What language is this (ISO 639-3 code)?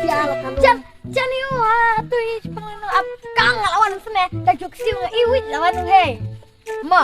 kha